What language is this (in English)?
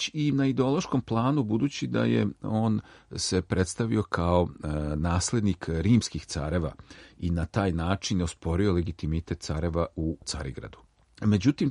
Serbian